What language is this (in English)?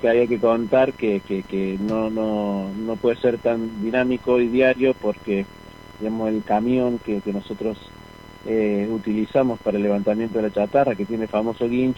Spanish